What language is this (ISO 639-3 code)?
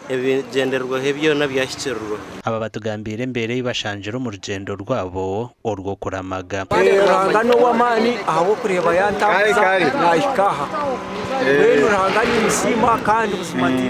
nyn